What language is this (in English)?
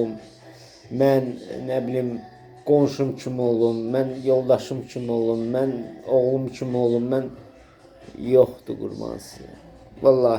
Azerbaijani